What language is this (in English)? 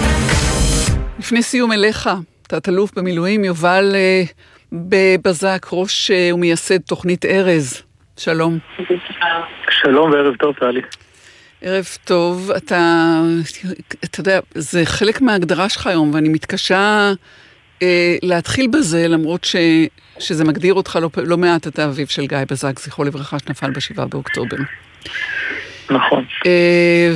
Hebrew